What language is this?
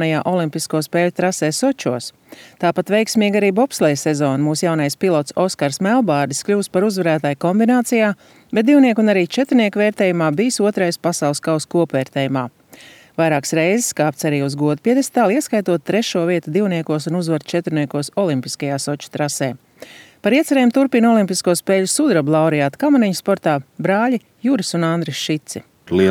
Latvian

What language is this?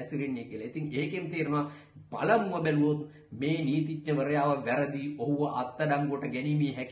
Sinhala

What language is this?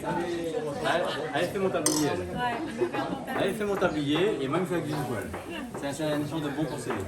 Réunion Creole French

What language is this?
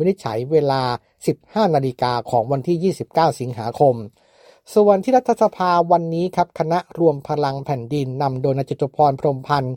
Thai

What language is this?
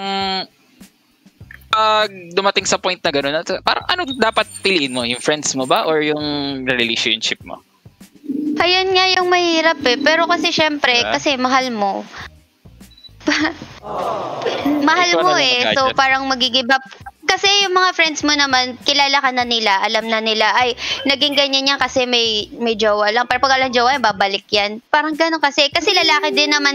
Filipino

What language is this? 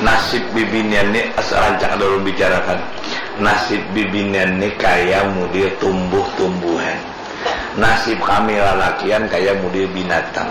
Banjar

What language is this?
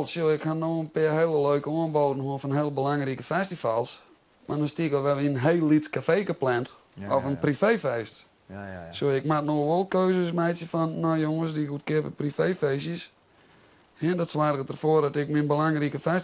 Western Frisian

